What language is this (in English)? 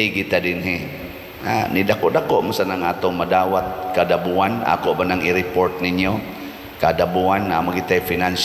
Cebuano